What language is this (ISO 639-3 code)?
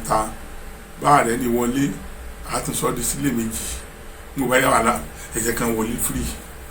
yor